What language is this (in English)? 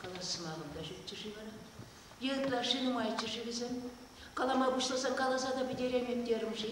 Chuvash